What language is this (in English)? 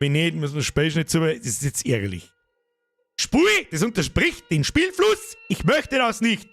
Bavarian